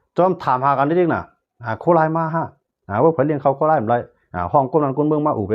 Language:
Shan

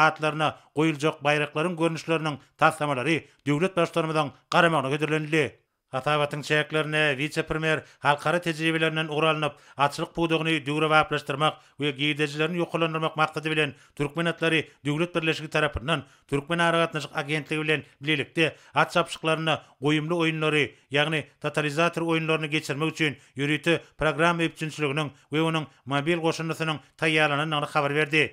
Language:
Turkmen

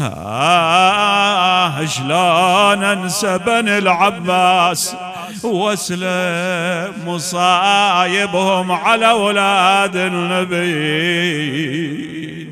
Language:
Mesopotamian Arabic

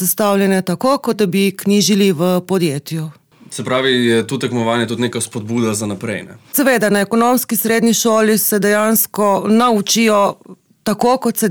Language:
Slovenian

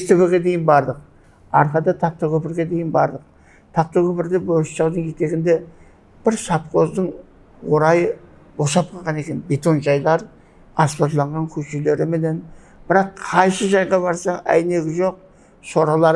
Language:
Kara-Kalpak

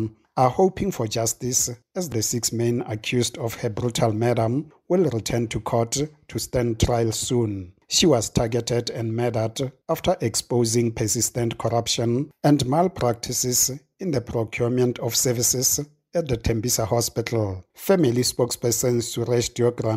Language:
English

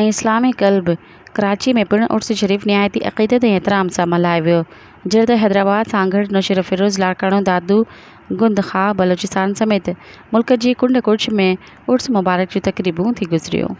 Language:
Sindhi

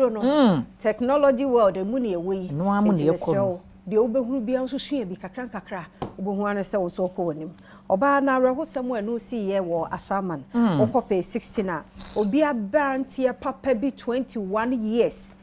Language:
Akan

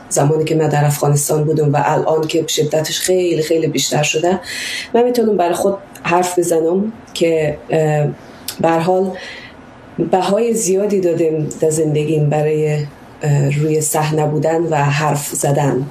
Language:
Persian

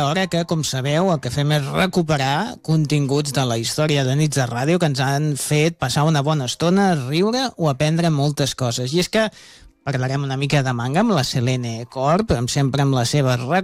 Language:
Catalan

